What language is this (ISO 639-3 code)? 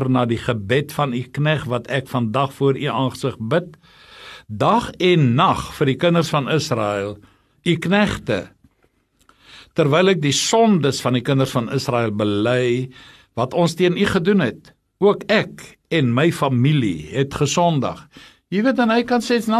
afr